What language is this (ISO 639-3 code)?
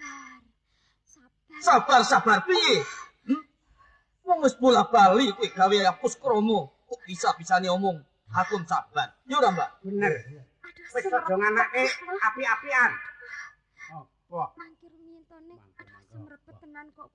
jav